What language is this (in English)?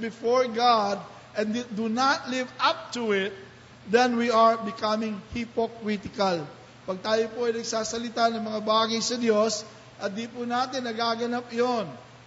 Filipino